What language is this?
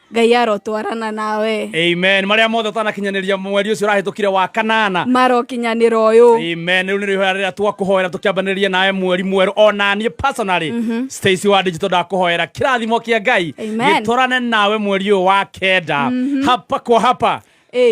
Kikuyu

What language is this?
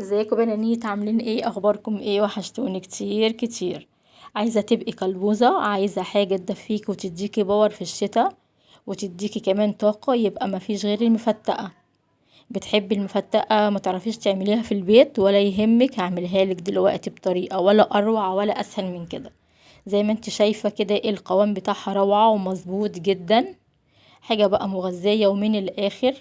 Egyptian Arabic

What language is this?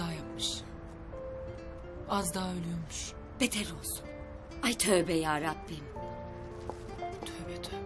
Turkish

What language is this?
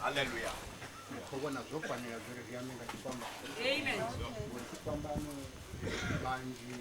Venda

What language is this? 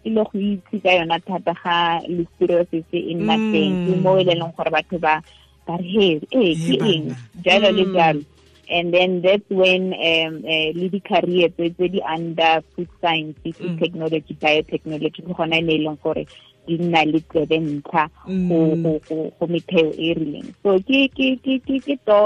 Tswana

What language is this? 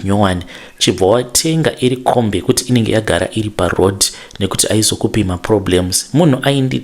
Shona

